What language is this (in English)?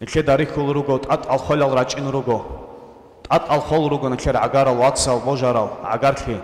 Avaric